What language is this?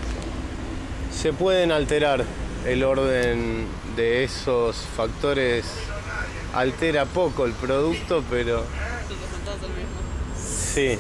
Spanish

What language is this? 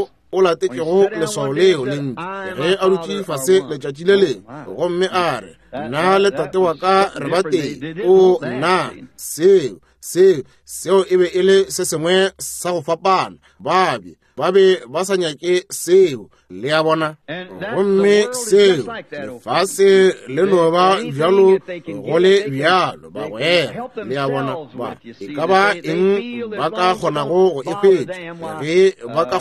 Northern Sotho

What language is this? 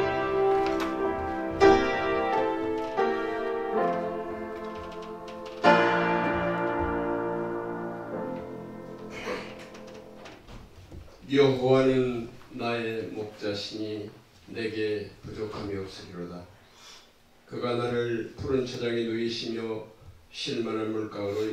Korean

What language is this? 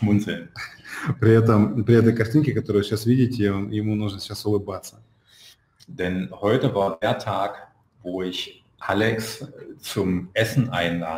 Russian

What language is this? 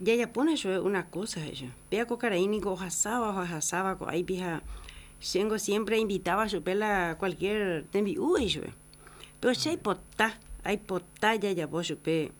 Guarani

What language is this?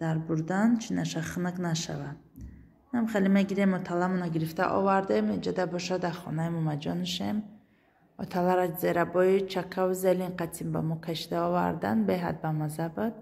Tajik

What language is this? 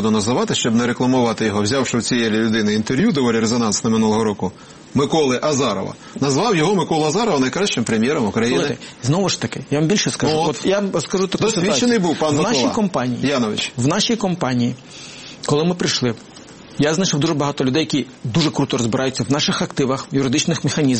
Ukrainian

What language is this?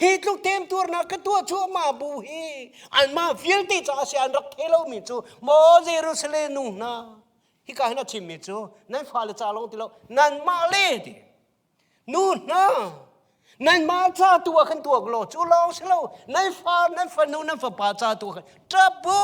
Hakha Chin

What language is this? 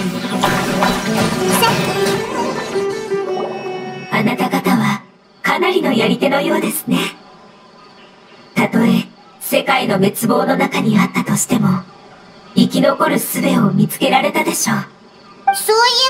Japanese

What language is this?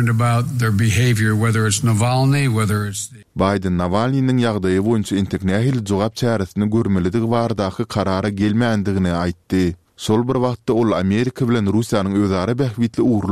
Turkmen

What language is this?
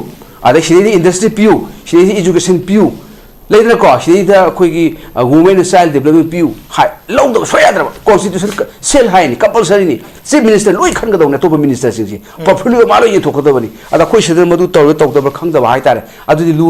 Manipuri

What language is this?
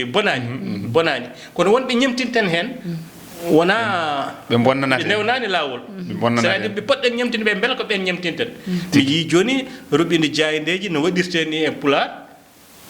Fula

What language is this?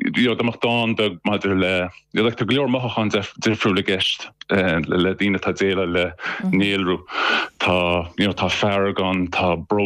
Irish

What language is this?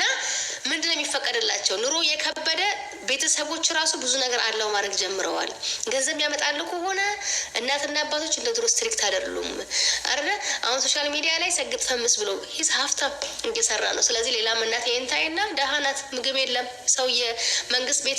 Amharic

